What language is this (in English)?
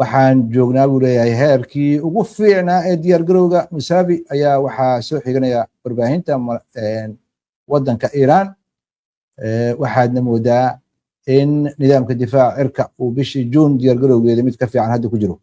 Somali